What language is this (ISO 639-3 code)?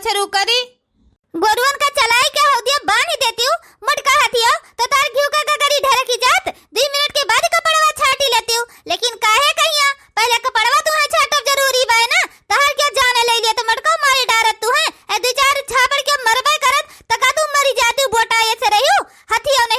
awa